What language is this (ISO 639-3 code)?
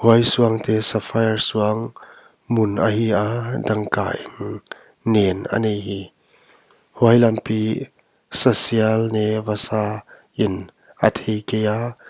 pck